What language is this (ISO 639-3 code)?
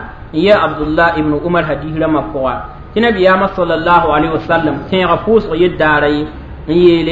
mos